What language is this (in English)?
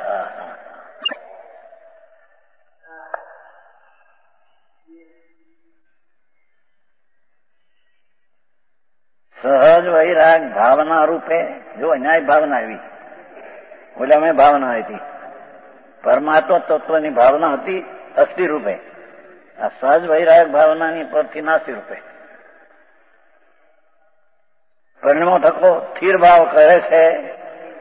Gujarati